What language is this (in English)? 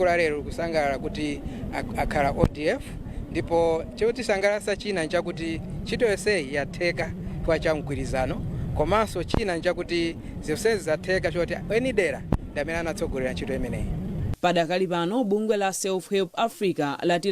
Nyanja